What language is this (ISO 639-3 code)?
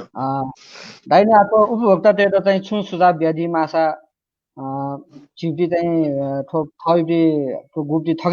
new